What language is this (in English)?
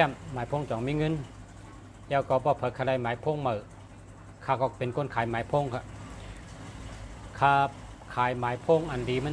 Shan